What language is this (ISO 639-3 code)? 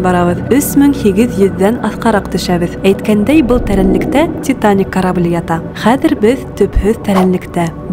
bak